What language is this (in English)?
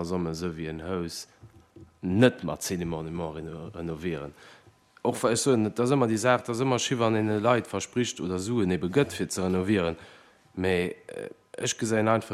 Luxembourgish